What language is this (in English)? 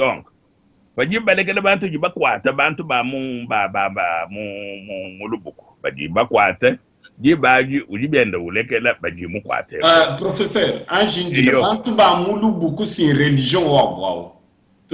Luba-Lulua